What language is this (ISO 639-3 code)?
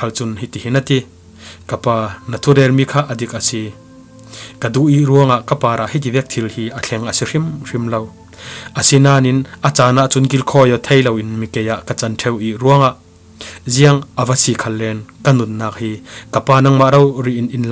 cfm